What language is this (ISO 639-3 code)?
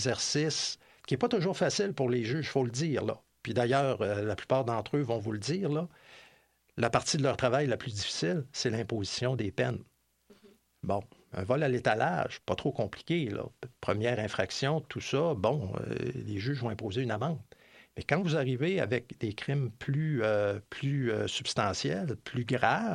fra